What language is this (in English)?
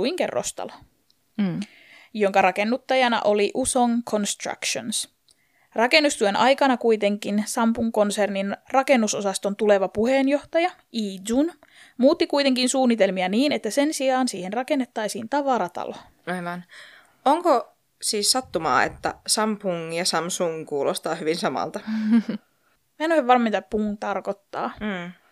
Finnish